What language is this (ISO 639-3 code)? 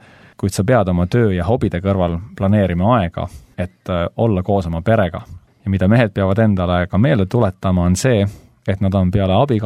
est